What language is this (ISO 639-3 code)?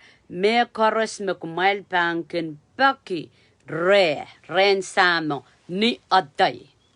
pon